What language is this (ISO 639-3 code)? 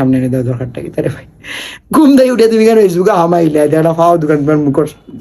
syl